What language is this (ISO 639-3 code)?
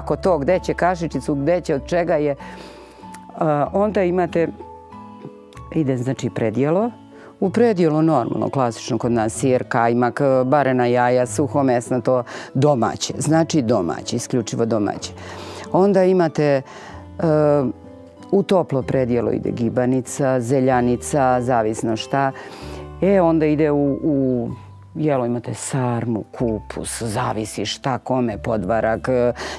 srp